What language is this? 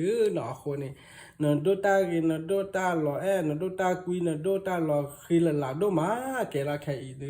S'gaw Karen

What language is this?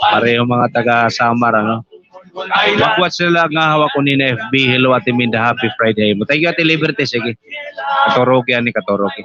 Waray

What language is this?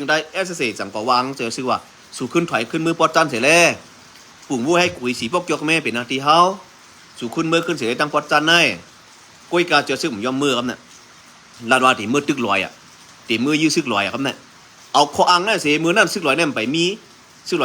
Shan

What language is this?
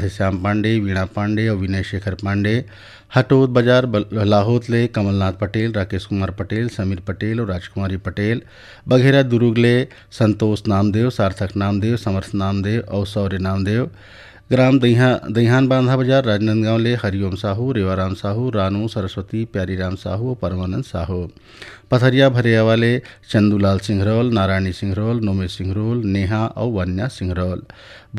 Chhattisgarhi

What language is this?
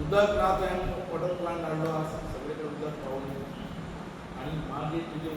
Konkani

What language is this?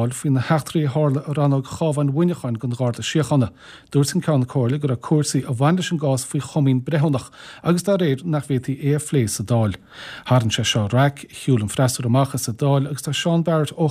Irish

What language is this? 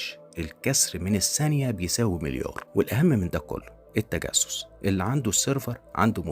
Egyptian Arabic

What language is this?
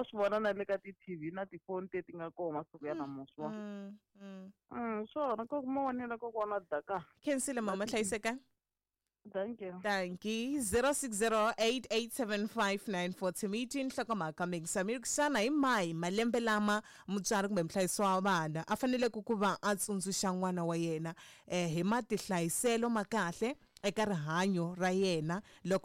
Tsonga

